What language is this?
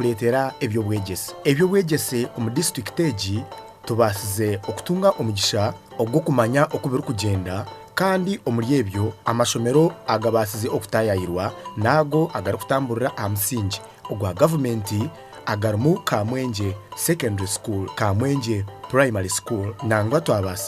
Nyankole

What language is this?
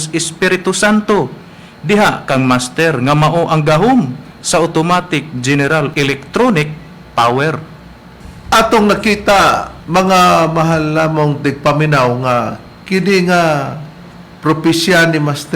Cebuano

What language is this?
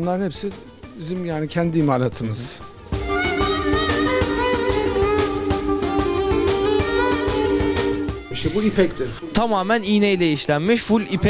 Turkish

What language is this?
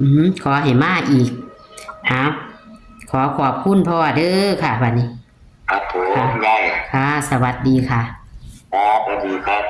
Northeastern Thai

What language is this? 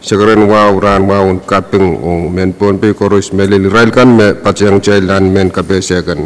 Pohnpeian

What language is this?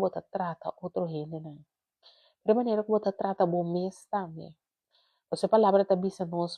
Papiamento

